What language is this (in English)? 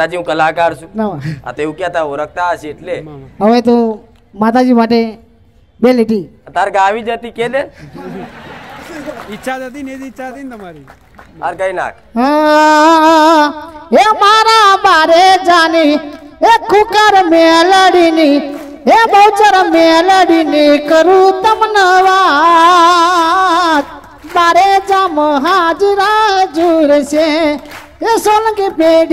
Gujarati